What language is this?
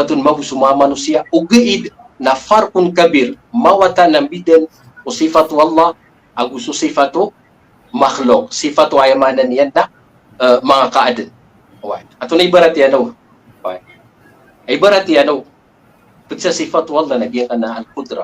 Maranao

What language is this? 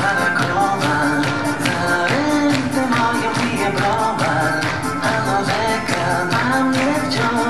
Silesian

